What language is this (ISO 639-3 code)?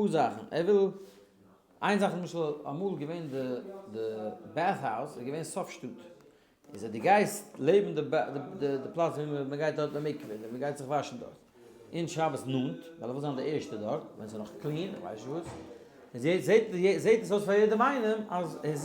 yid